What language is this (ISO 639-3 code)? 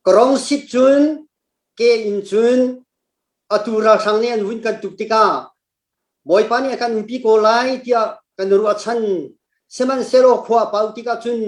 cnh